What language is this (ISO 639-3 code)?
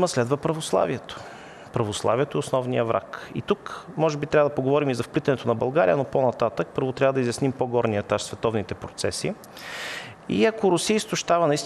bul